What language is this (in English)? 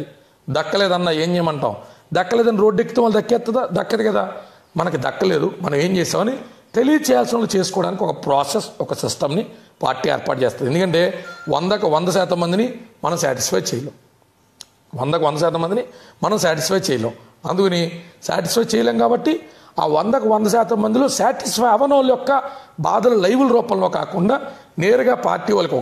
Telugu